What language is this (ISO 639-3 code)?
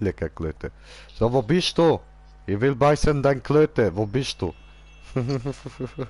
gsw